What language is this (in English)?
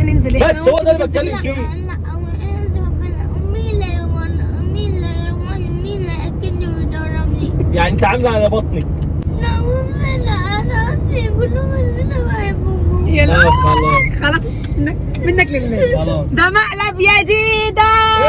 Egyptian Arabic